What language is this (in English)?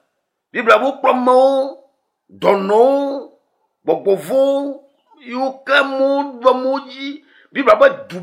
Ewe